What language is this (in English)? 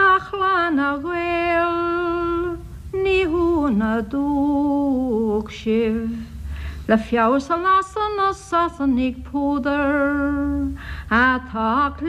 Irish